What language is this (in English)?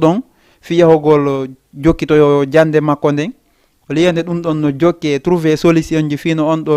Fula